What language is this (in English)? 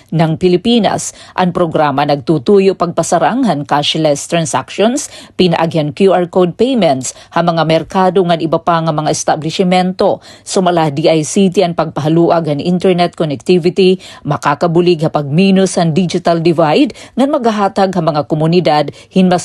Waray